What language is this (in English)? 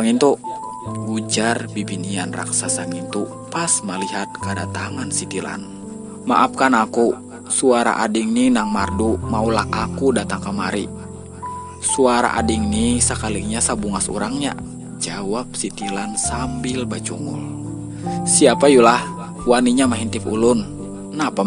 Banjar